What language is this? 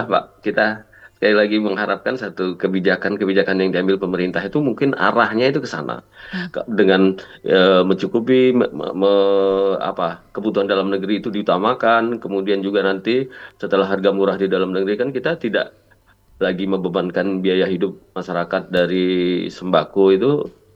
Indonesian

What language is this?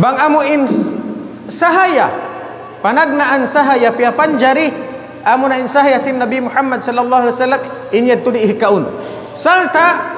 Tausug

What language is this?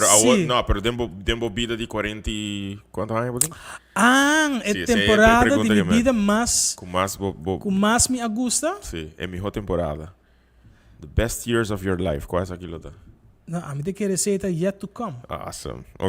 Papiamento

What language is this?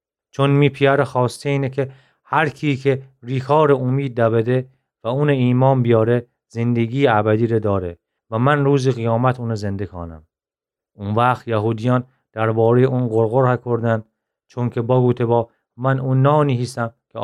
Gilaki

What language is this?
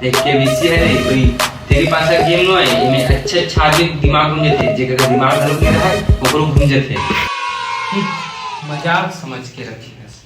Chhattisgarhi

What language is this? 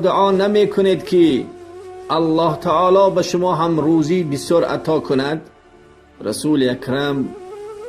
Tajik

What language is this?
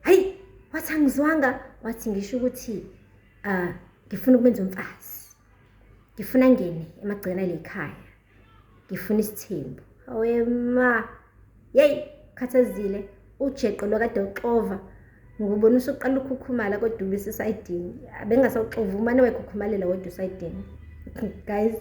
Zulu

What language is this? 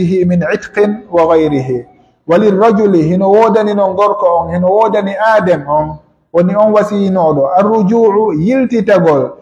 Pular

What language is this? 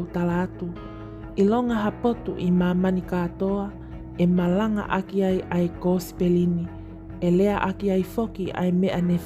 Tongan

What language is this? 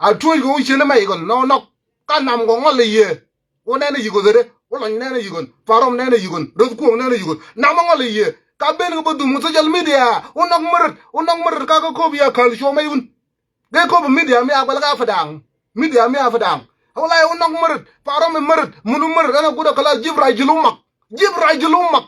Nuer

